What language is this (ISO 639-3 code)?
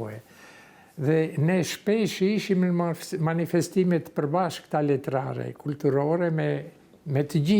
sqi